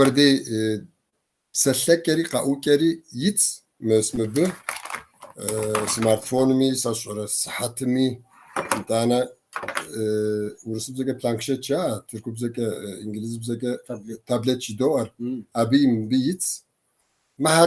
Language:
Kabardian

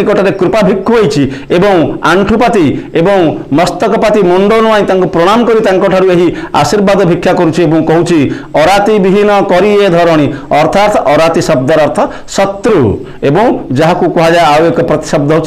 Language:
Odia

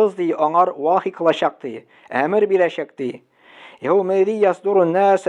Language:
Tatar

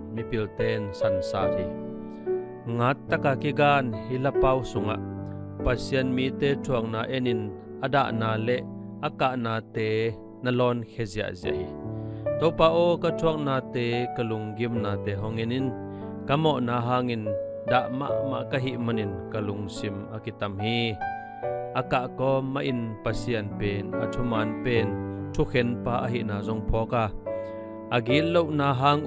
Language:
Tedim Chin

